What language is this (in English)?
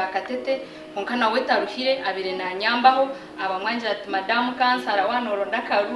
Nyankole